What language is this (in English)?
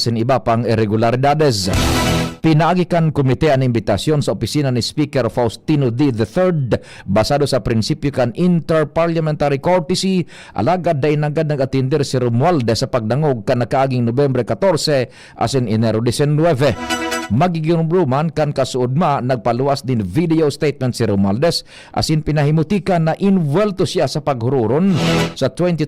Bikol